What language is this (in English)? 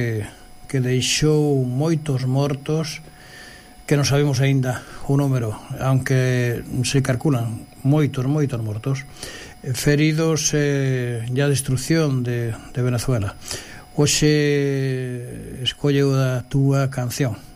Galician